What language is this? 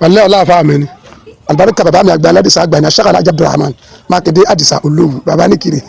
Yoruba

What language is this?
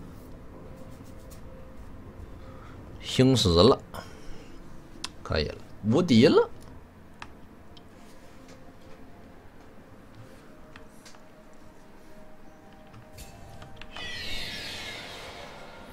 Chinese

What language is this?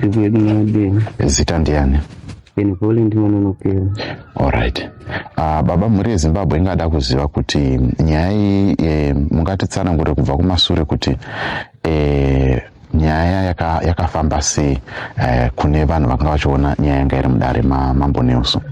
Shona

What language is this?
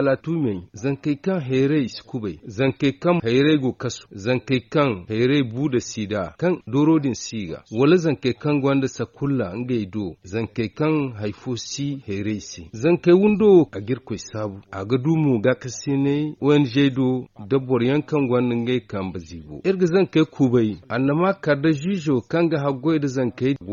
Zarma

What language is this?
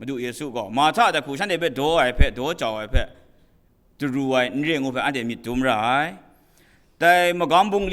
Kachin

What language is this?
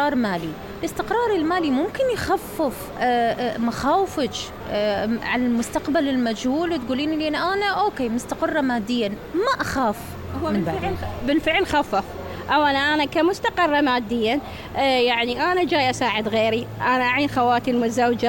Mesopotamian Arabic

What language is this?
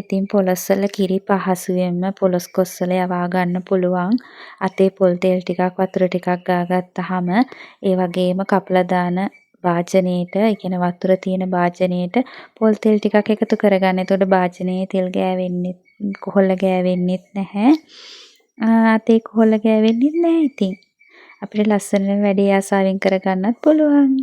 Sinhala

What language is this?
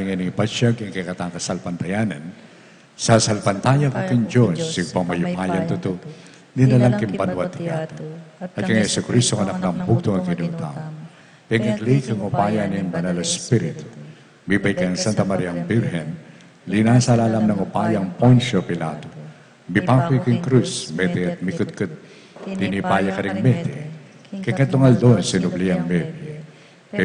Pampanga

